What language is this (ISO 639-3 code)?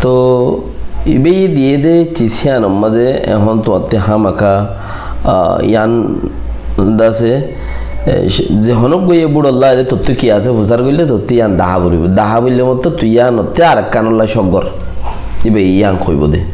rhg